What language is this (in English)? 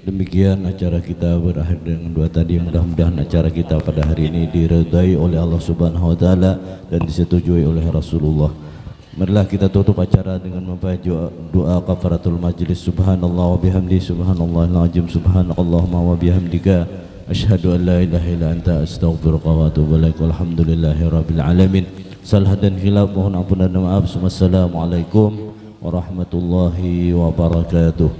Banjar